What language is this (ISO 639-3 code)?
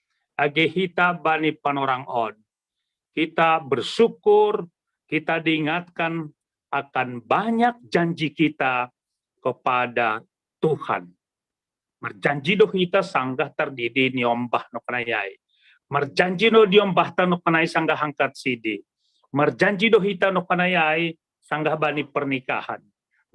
bts